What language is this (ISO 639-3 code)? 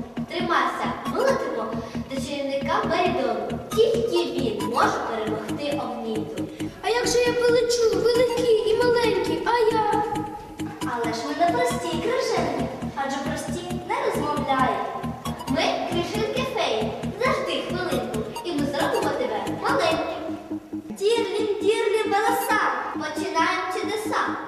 ukr